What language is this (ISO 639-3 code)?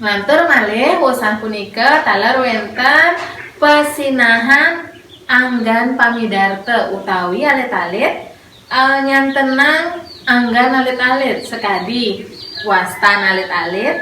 ban